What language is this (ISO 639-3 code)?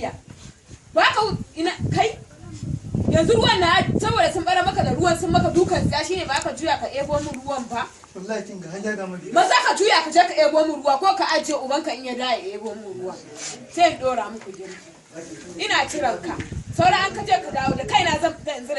hau